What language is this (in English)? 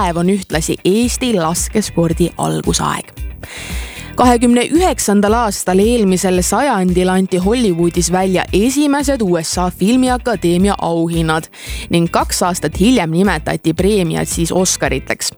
Estonian